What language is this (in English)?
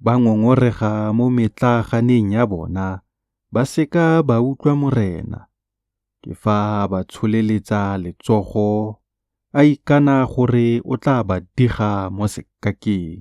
Tswana